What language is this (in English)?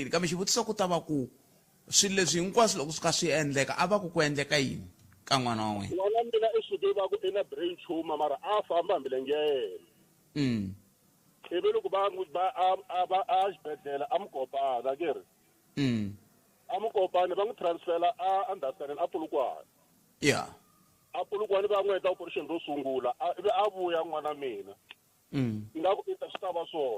Tsonga